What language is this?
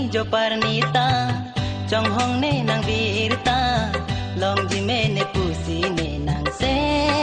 Karbi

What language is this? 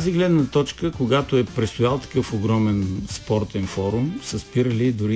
Bulgarian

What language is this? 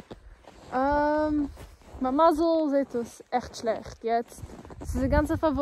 Yiddish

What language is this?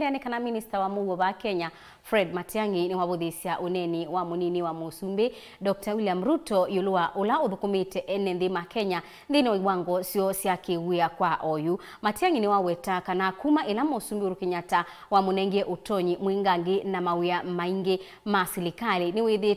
Kamba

